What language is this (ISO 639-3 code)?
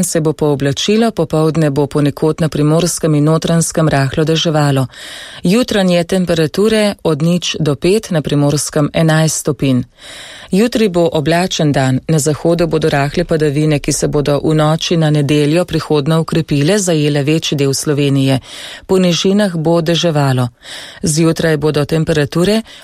slv